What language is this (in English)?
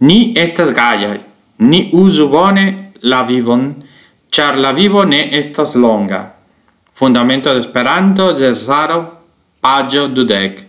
Esperanto